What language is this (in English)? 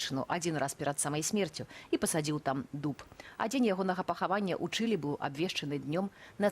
Belarusian